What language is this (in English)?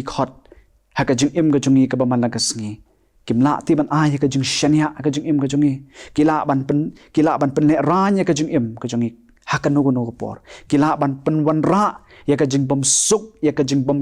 Khasi